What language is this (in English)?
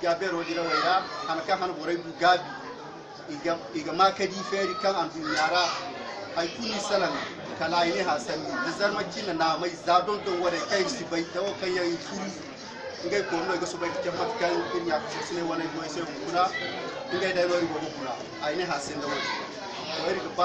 Zarma